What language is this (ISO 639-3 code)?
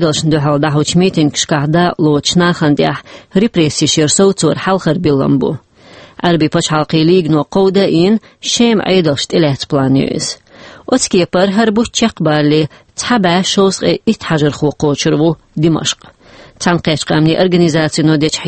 che